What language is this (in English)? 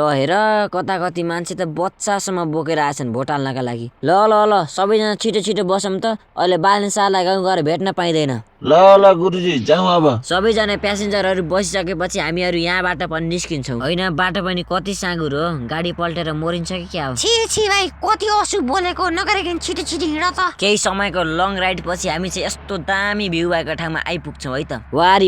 Nepali